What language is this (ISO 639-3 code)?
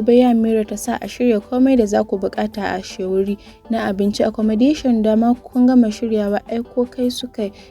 hau